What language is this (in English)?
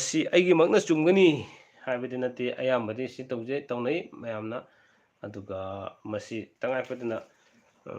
Manipuri